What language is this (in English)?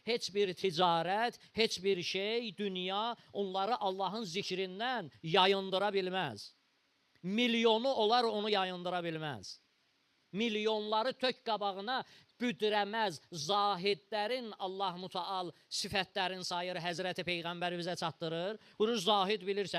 Azerbaijani